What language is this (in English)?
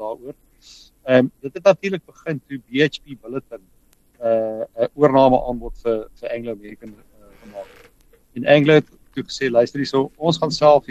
Afrikaans